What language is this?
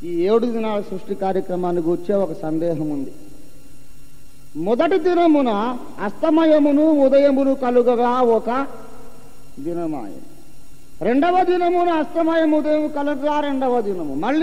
Telugu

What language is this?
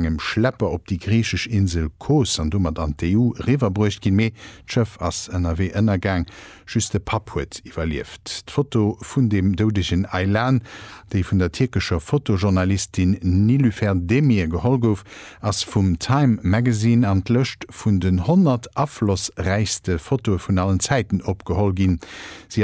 Luxembourgish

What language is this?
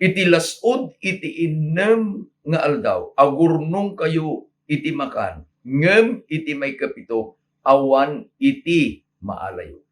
Iloko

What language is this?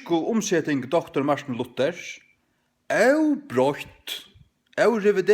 Faroese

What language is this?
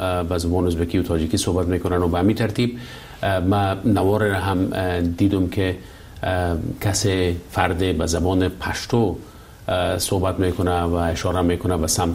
Persian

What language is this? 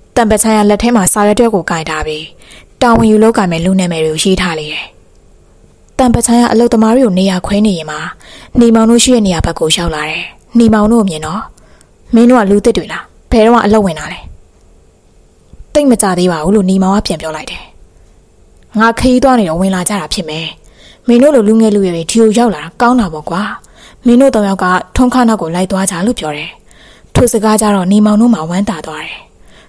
Burmese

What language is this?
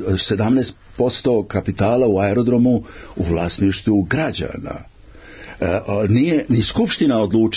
Serbian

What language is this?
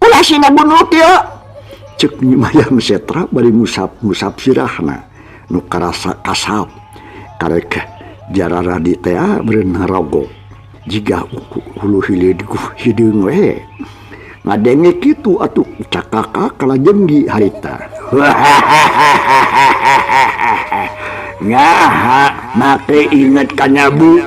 Sundanese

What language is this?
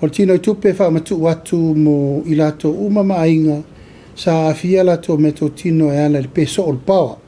Samoan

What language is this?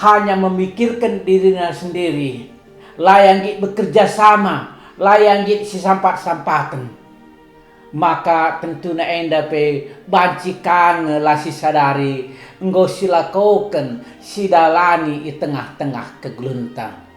Batak Karo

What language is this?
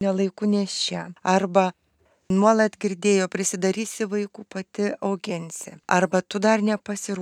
Lithuanian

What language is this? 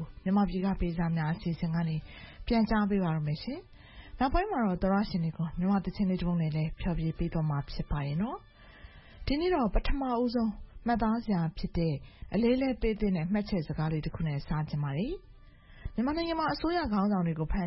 Burmese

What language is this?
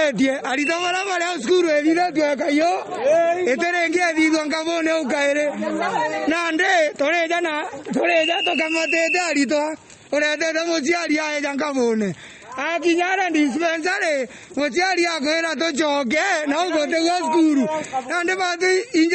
Meru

